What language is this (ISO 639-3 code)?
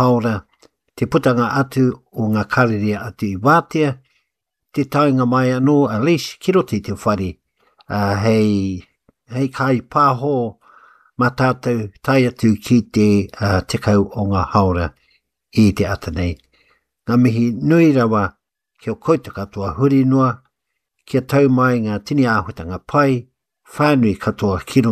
mri